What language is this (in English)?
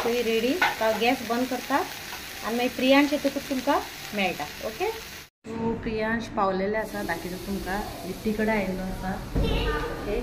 Konkani